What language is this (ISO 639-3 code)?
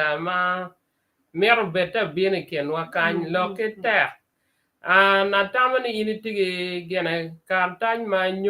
ach